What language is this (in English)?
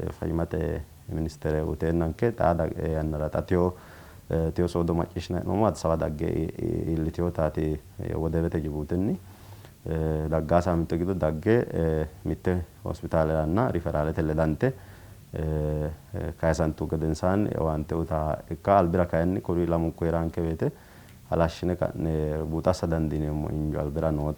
Sidamo